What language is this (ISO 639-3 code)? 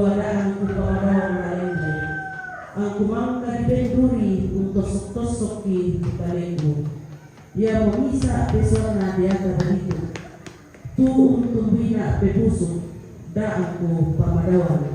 sda